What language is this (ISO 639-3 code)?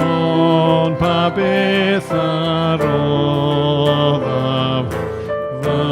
cym